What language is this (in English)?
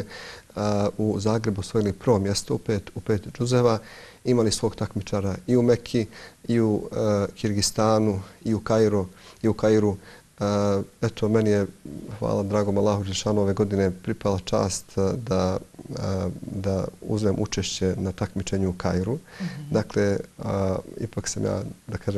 Bosnian